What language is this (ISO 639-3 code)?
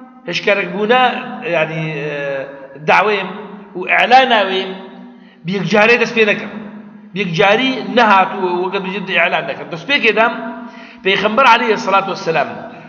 kur